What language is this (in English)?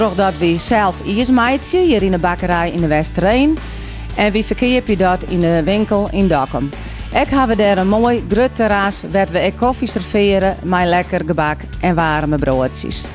Western Frisian